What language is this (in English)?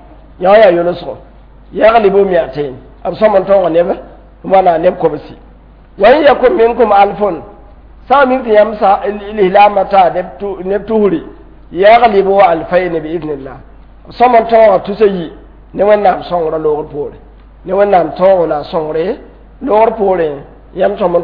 Mossi